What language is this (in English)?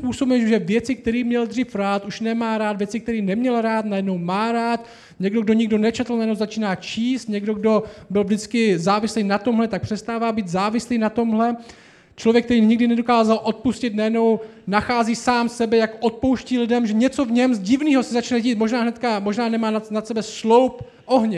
Czech